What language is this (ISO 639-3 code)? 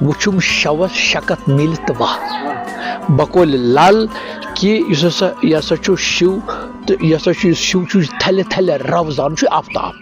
kas